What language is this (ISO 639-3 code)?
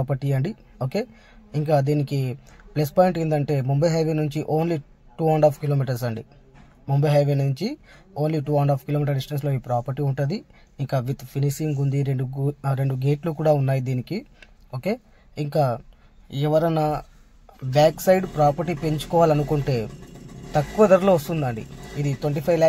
tel